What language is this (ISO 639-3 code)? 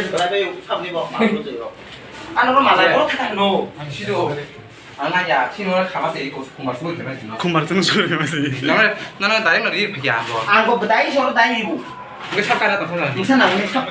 trp